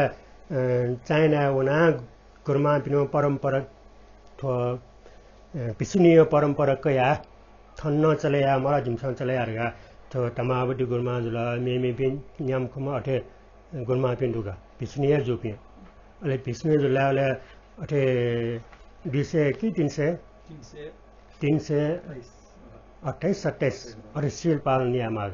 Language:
Newari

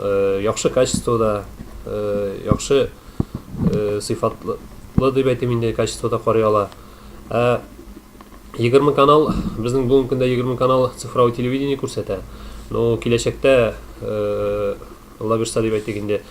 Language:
Tatar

